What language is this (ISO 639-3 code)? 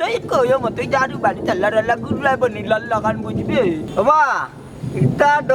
syl